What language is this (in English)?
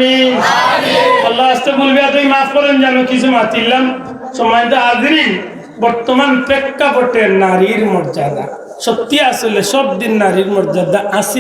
Sylheti